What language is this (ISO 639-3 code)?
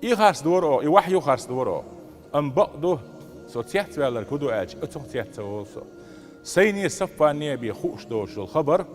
che